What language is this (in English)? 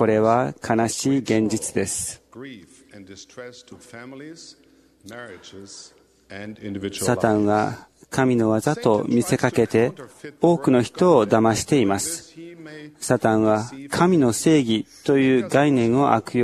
Japanese